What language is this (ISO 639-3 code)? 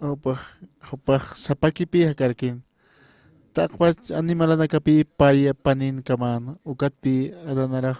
aym